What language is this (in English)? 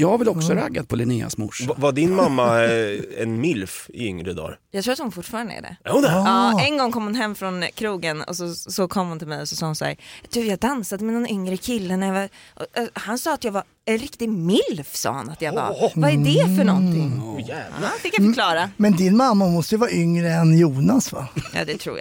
Swedish